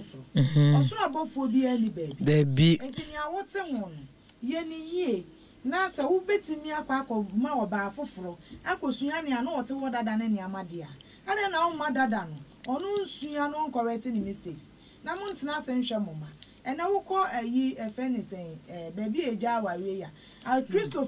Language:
Akan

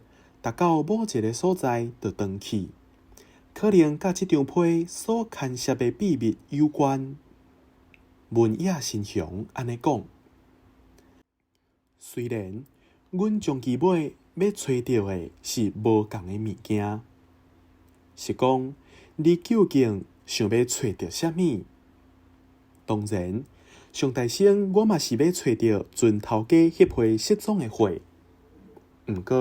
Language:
Min Nan Chinese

